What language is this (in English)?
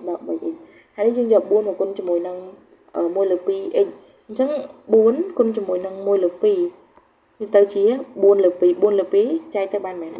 Khmer